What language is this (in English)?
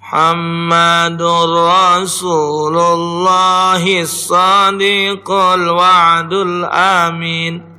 Musi